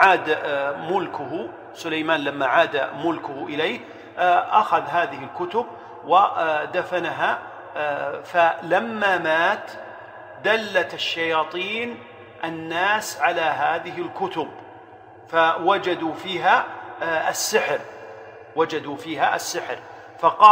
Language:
Arabic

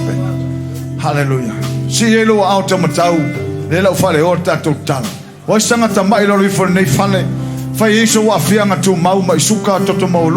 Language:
Samoan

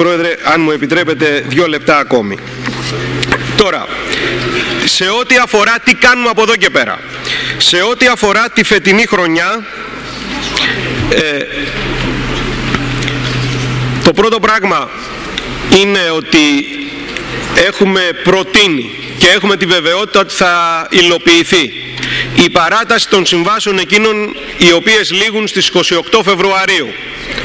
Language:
Greek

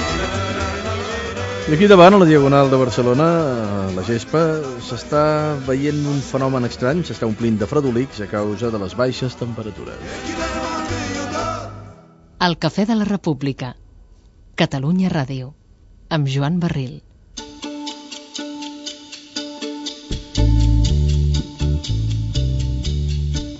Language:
Catalan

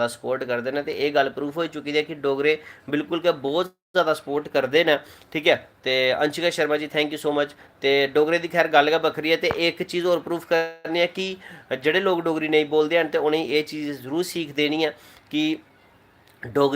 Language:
Dogri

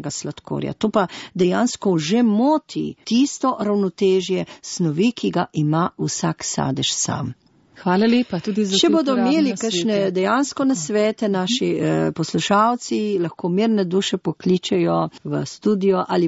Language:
Slovenian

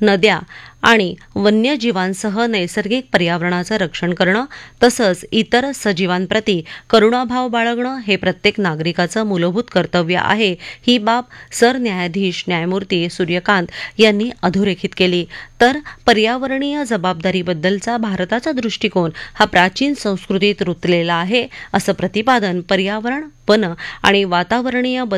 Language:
Marathi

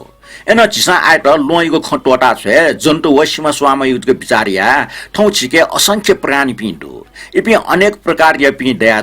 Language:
Newari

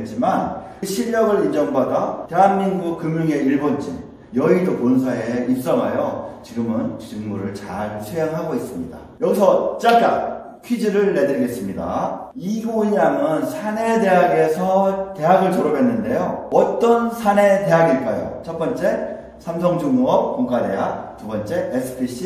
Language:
Korean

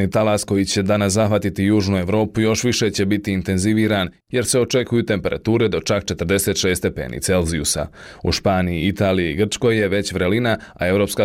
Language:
Bosnian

